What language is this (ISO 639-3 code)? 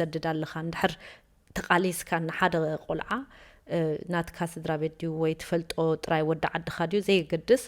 tir